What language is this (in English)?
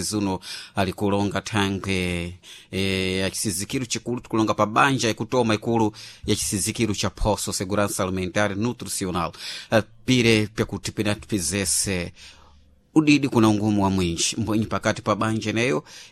Sena